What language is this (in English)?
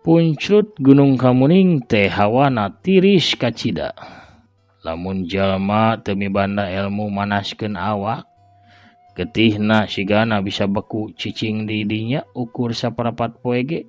Sundanese